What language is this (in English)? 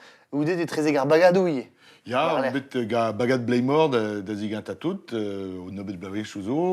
Breton